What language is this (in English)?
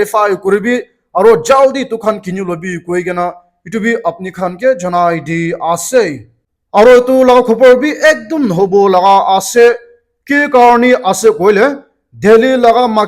Naga Pidgin